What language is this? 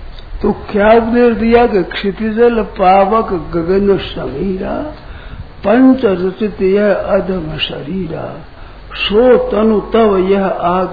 Hindi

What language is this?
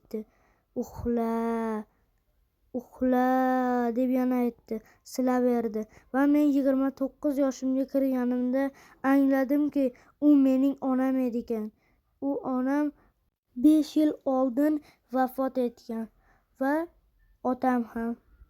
Uzbek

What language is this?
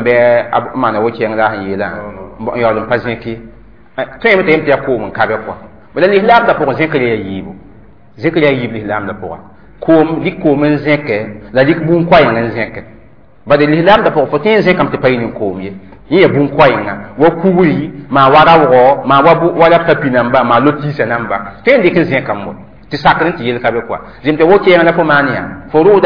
Mossi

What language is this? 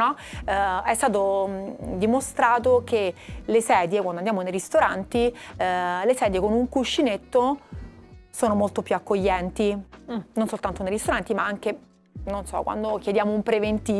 Italian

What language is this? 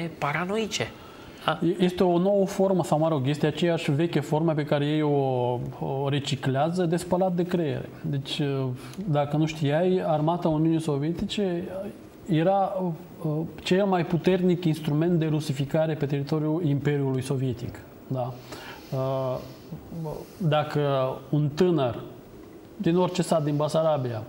Romanian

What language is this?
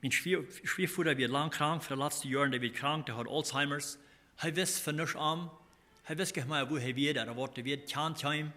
Plautdietsch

